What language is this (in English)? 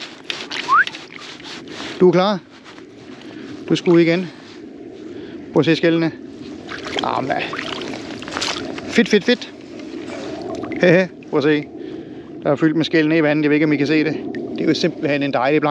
Danish